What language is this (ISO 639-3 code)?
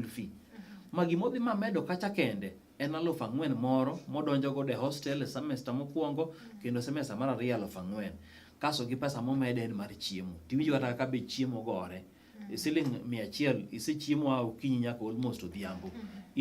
luo